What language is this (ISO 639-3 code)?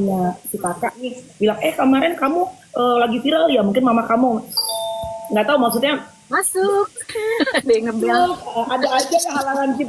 ind